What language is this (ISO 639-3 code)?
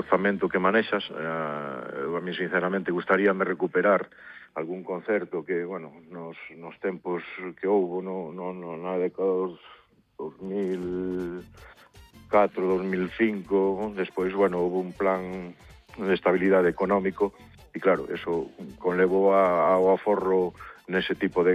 glg